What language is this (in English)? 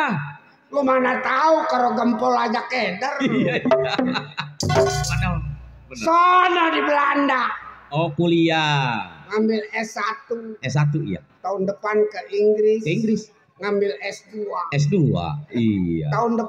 Betawi